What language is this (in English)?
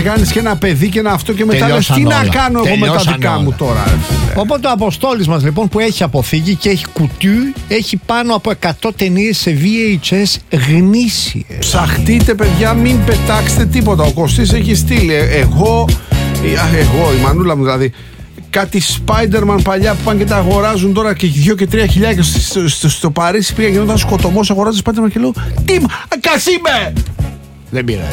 Greek